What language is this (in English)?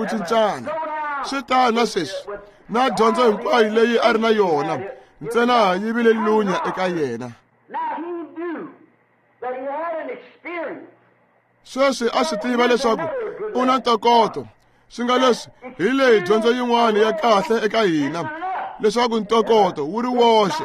Tsonga